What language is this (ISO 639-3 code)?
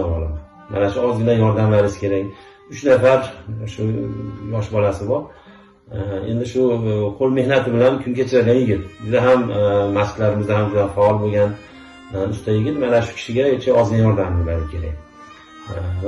uzb